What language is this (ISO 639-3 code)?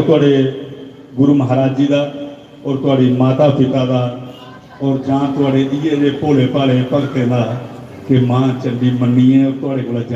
doi